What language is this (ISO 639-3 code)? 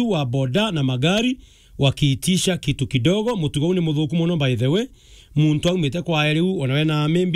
mer